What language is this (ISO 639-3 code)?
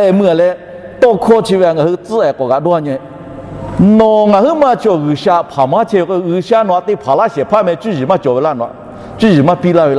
lhu